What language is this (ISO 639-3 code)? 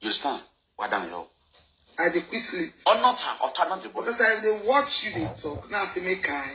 pcm